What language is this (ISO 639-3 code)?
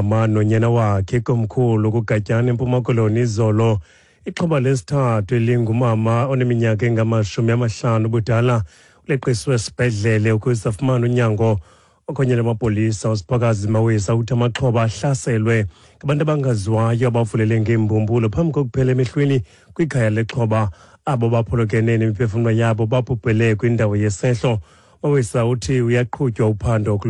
xho